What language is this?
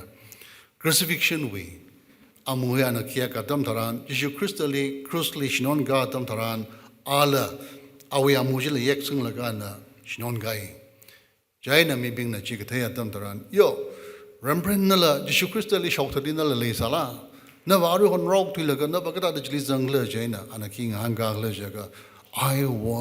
Tangkhul Naga (India)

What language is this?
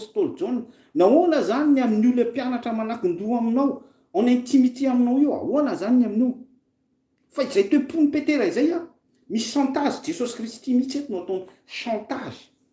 Malagasy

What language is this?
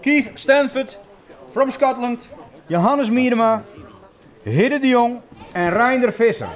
Western Frisian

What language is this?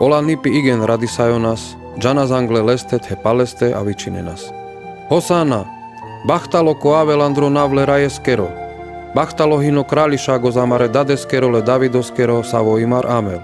Carpathian Romani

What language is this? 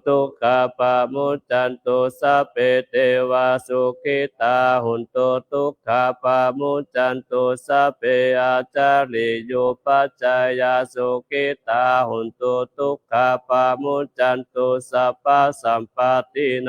Pali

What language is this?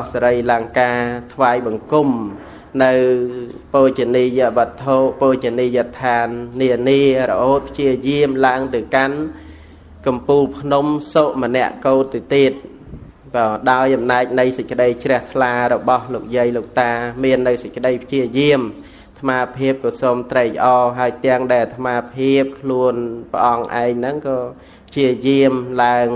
Khmer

